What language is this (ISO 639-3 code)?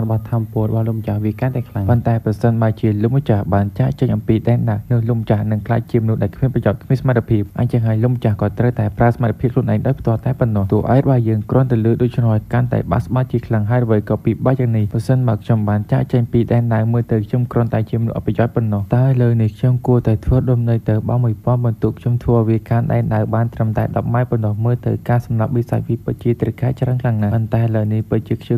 khm